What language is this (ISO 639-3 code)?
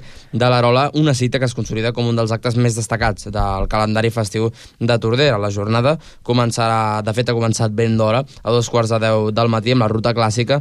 cat